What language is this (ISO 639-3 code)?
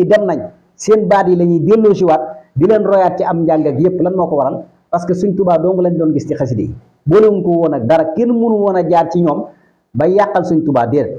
wol